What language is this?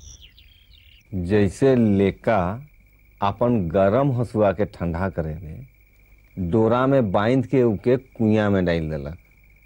Sadri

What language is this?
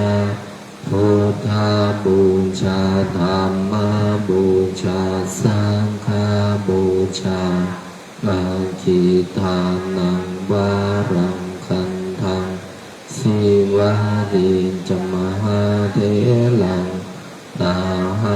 Pali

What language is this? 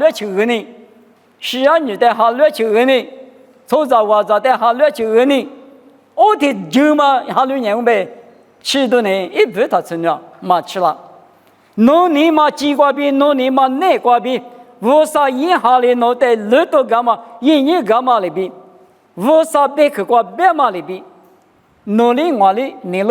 Lisu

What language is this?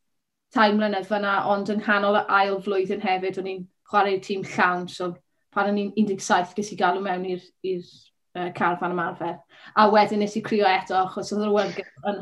Welsh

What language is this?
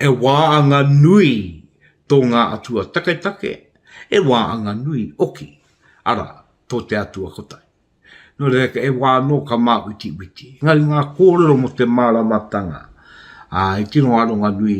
Māori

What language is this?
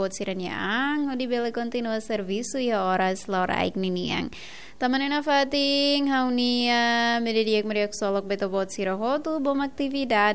Tetum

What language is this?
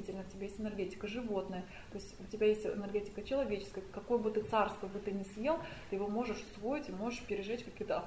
Russian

